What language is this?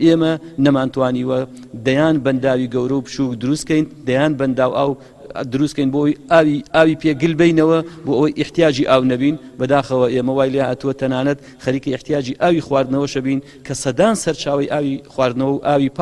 Central Kurdish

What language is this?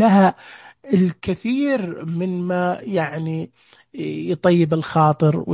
Najdi Arabic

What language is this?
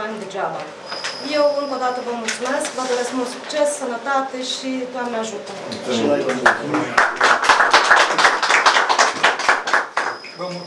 Romanian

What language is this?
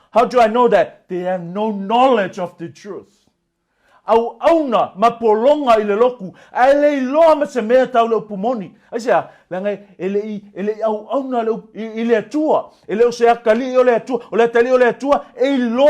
Samoan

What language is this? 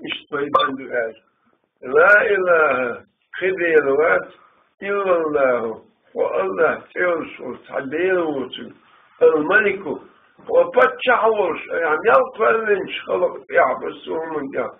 Chechen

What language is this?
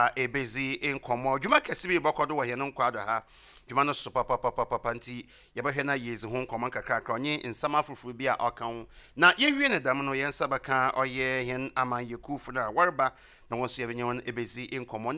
Akan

